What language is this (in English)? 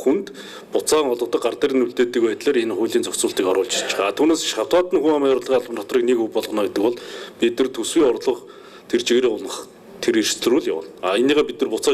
Mongolian